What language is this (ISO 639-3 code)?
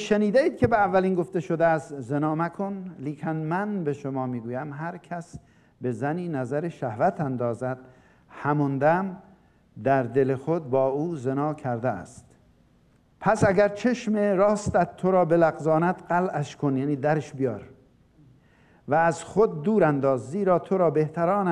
fas